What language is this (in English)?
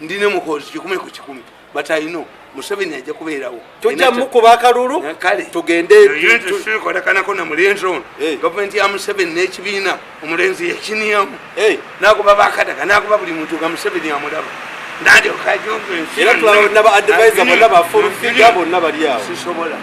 Ganda